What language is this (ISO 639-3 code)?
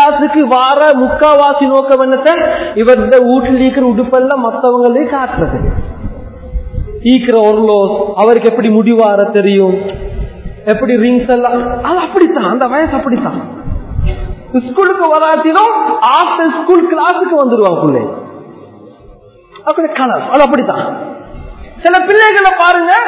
tam